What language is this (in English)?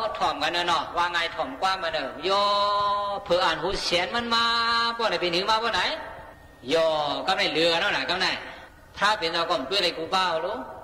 Shan